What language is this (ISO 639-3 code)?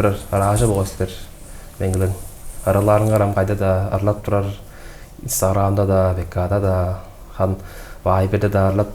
tyv